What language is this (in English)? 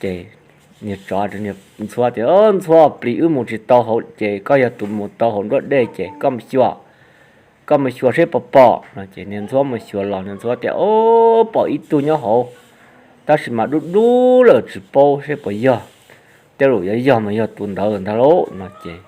Hmong